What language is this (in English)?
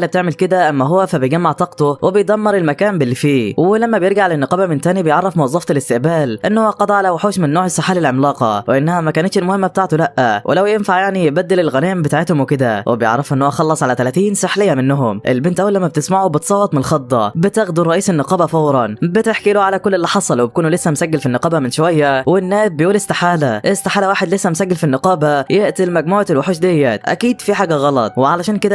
Egyptian Arabic